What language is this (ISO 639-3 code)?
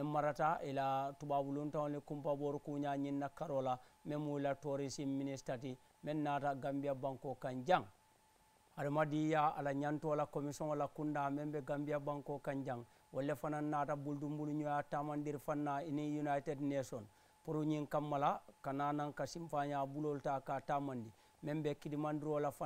man